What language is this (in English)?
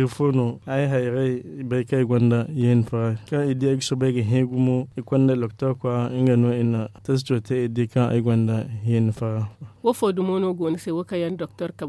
Zarma